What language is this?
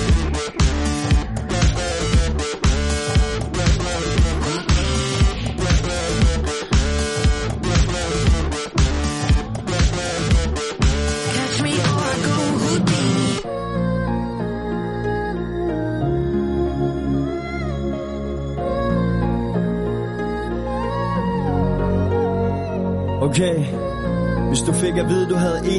Danish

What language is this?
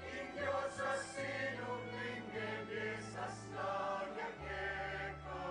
Pampanga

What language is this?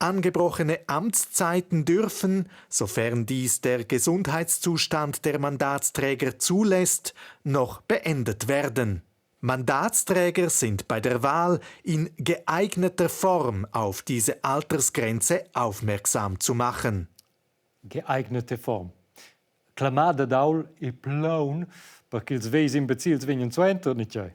Romansh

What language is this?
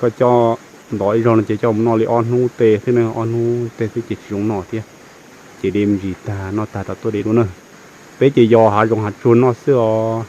Hmong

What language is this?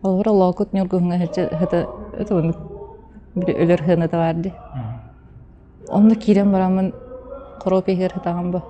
Yakut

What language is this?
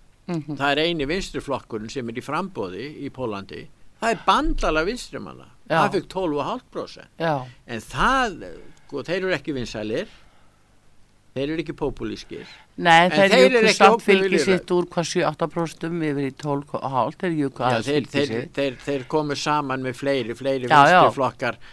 Icelandic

